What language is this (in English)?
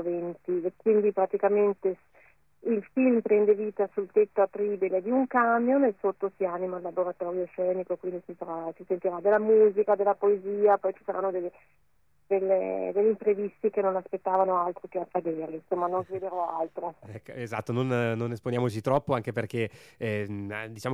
Italian